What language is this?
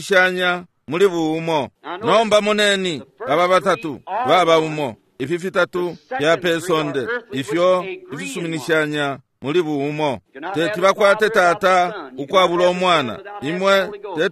Bemba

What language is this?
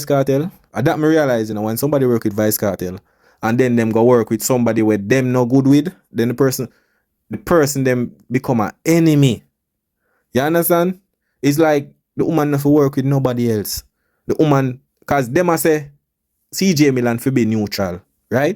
Jamaican Creole English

